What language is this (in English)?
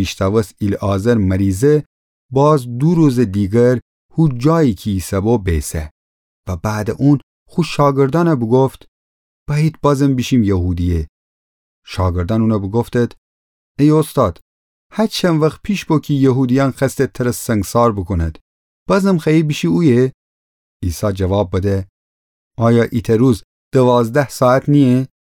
Gilaki